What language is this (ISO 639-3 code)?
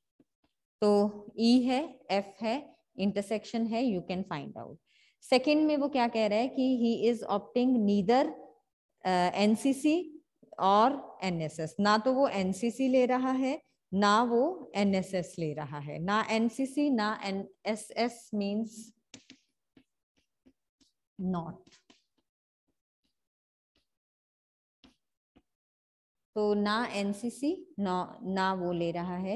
hin